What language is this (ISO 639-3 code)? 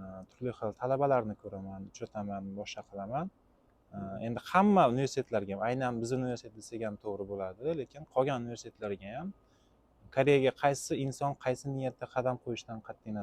uzb